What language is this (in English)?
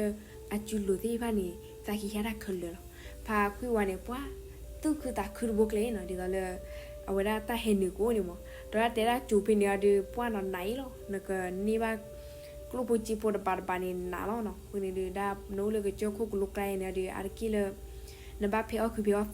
S'gaw Karen